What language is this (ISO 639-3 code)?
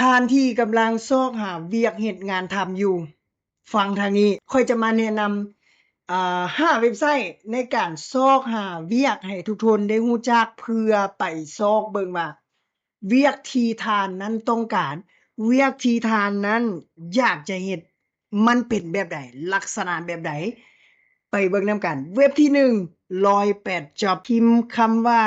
lao